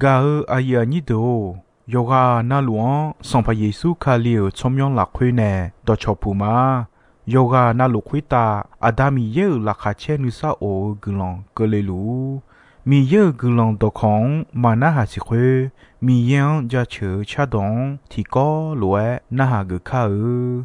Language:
Akha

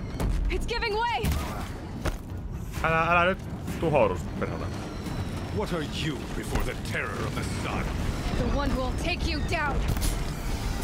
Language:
Finnish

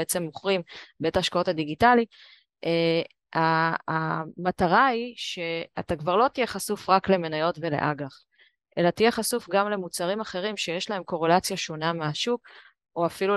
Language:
Hebrew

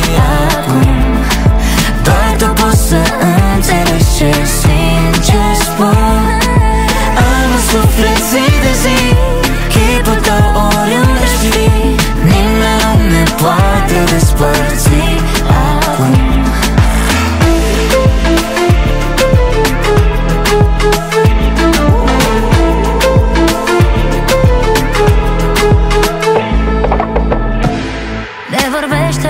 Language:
Romanian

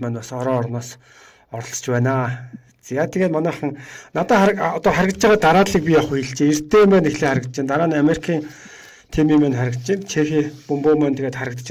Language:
Mongolian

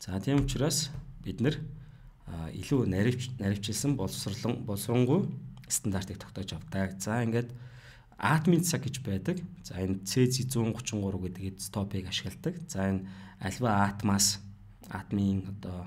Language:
Mongolian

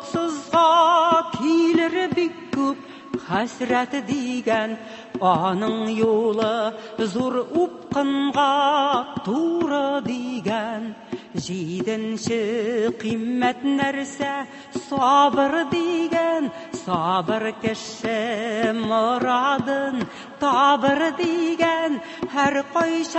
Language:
Tatar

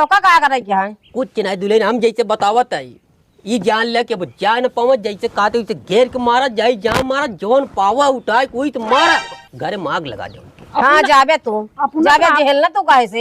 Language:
Awadhi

